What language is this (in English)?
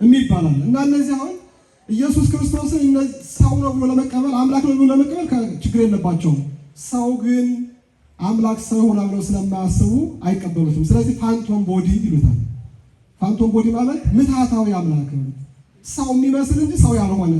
Amharic